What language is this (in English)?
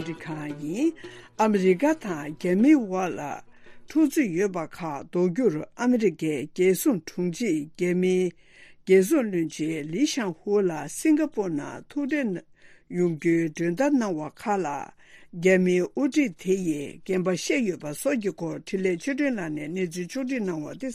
Tibetan